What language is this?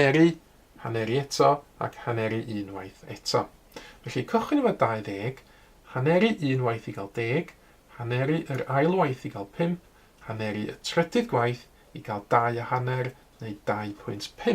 Welsh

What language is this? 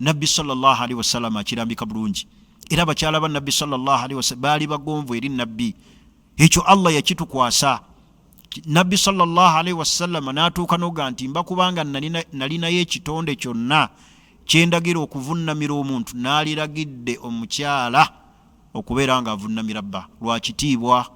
Ganda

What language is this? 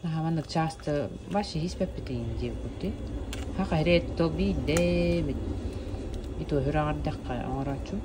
Yakut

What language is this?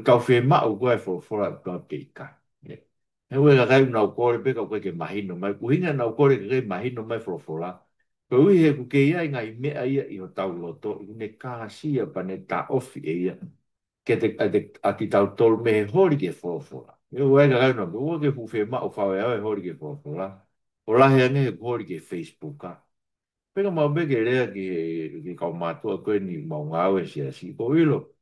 Tongan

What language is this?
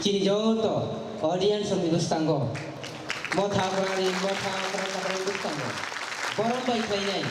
Kok Borok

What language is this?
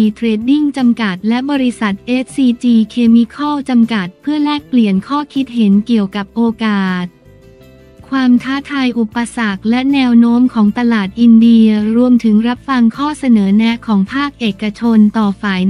Thai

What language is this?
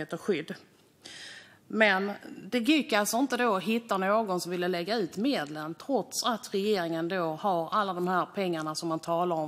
Swedish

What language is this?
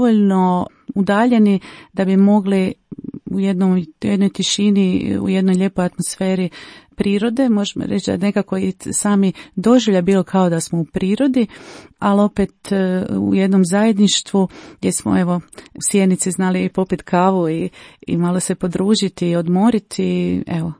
Croatian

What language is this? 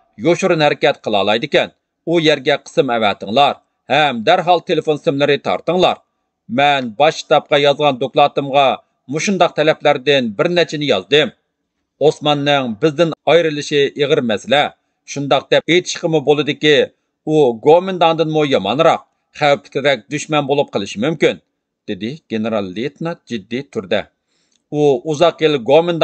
Uyghur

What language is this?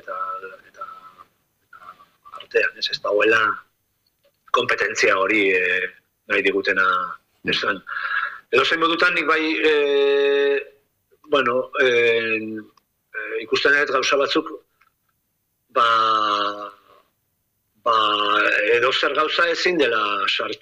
Basque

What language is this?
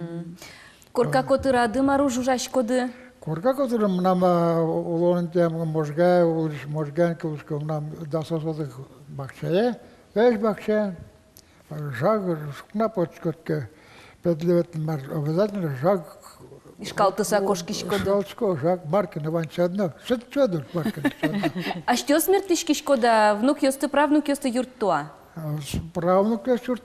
Udmurt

